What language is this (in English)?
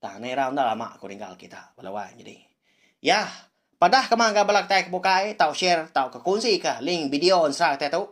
Iban